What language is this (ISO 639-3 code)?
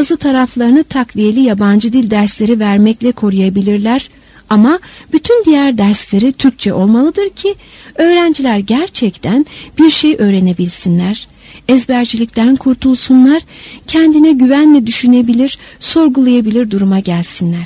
tur